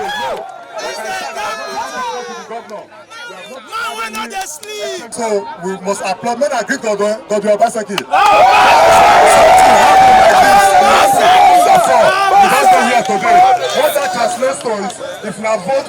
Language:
Nigerian Pidgin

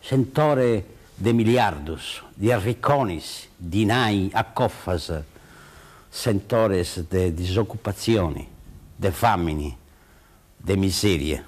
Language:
Sardinian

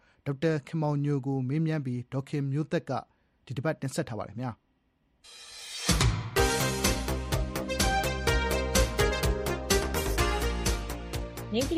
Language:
Burmese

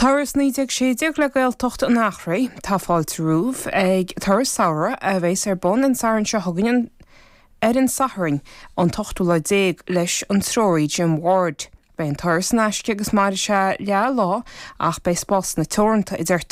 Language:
Irish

